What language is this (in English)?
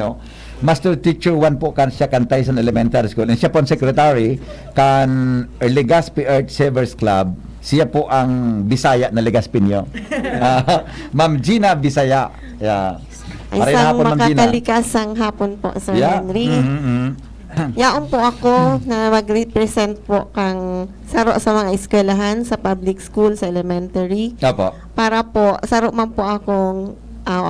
Bikol